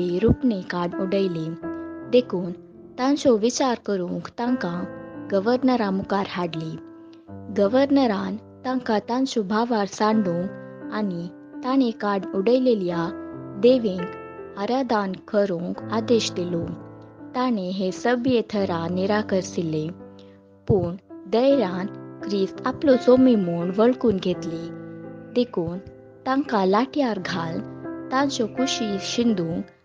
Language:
Konkani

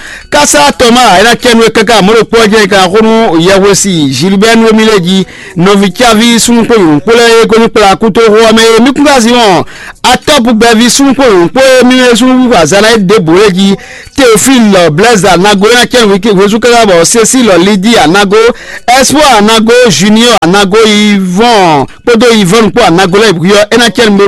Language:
Fon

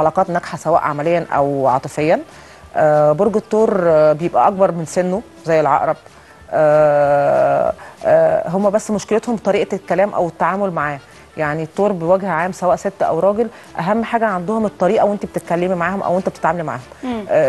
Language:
Egyptian Arabic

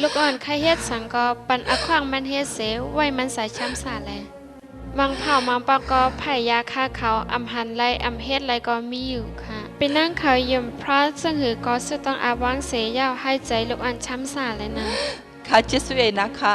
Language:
Shan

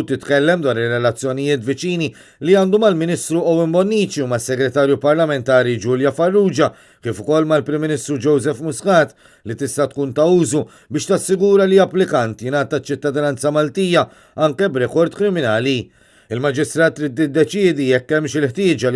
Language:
Maltese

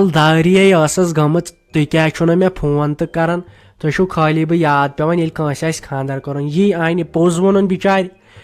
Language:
Kashmiri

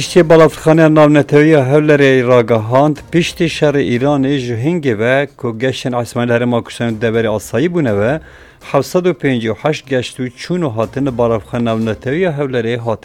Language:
Kurdish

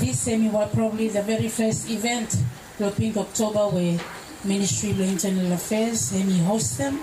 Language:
Bislama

